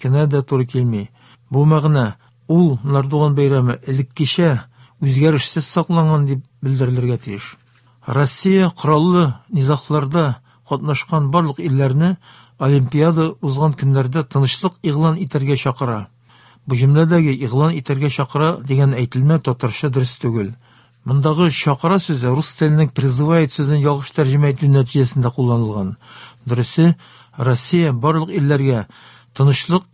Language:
Tatar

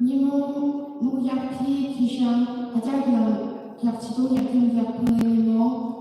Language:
Yimchungru Naga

